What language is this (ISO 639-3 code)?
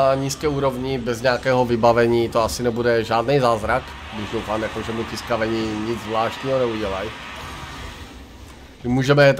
ces